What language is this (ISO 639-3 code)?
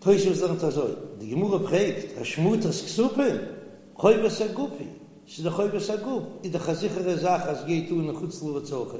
yid